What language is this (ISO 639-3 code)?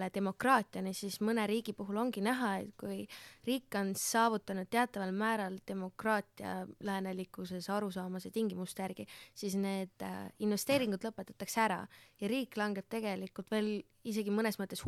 est